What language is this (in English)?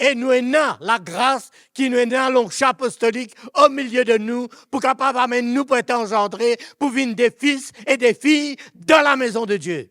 Morisyen